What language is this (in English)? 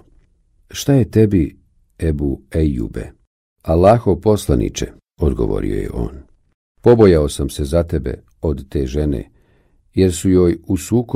Bosnian